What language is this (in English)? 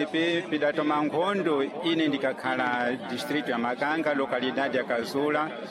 Sena